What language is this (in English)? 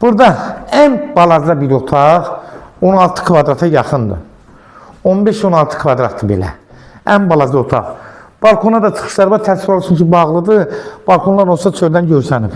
Azerbaijani